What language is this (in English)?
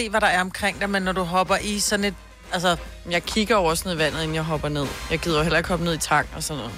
Danish